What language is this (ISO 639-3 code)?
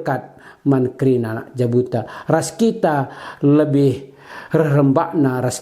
btx